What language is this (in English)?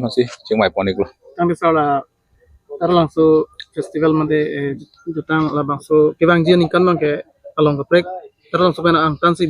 Karbi